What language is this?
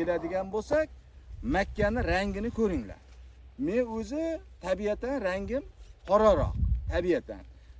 Uzbek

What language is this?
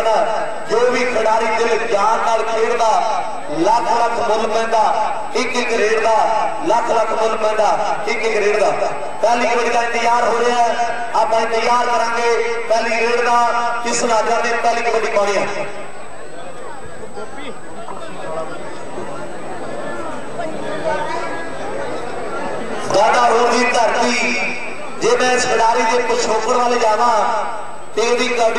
Punjabi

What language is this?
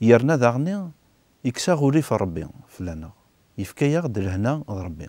Kabyle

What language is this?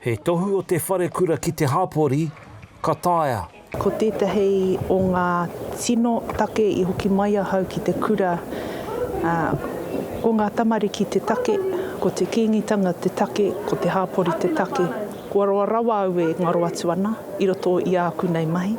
Māori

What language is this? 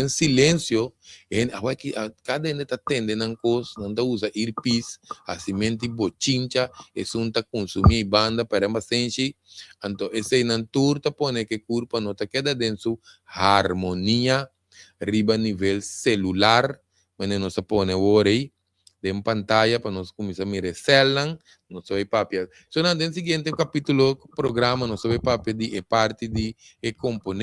Papiamento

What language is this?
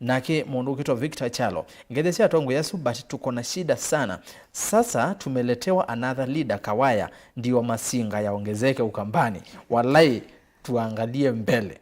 Kamba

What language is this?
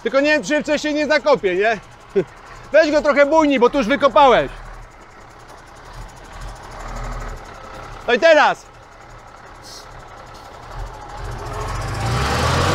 Polish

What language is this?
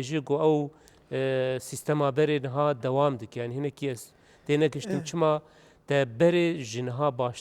Kurdish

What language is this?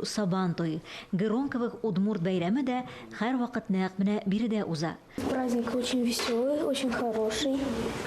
Tatar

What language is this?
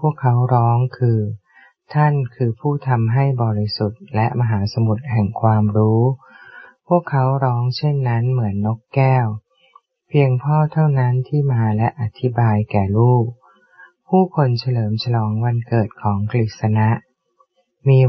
Thai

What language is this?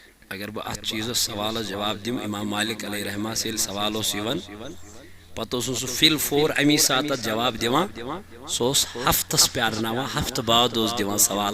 Kashmiri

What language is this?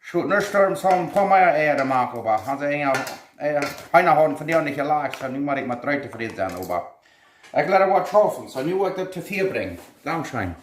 Plautdietsch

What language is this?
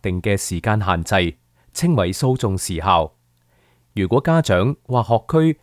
Cantonese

